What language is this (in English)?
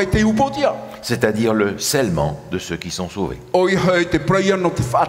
Tahitian